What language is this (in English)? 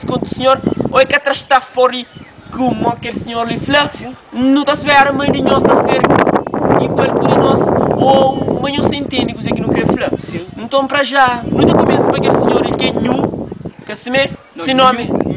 Kabuverdianu